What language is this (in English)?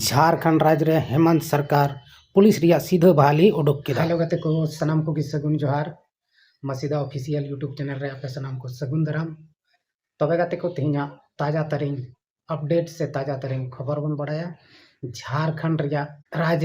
Santali